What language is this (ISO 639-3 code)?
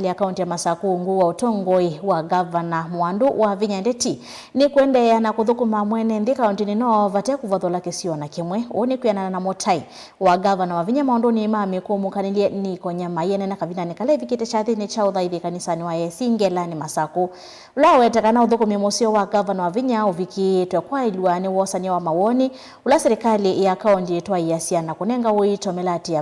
kam